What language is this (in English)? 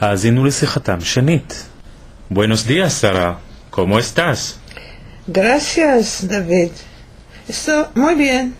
Ladino